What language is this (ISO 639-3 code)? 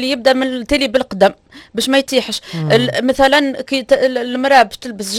aeb